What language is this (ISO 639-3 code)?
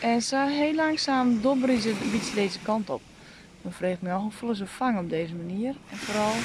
fry